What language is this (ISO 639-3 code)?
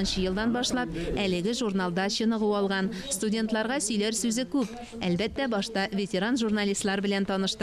tat